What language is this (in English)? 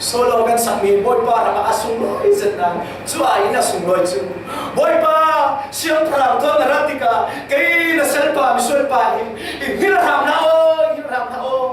Falam Chin